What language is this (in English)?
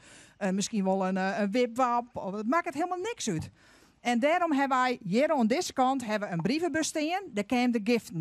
Western Frisian